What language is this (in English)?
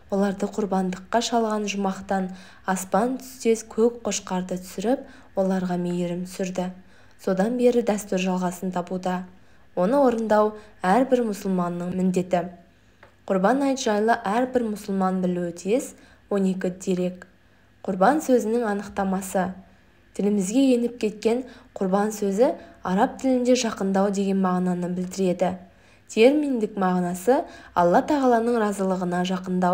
Kazakh